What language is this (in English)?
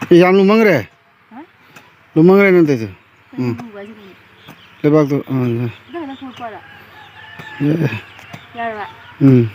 Manipuri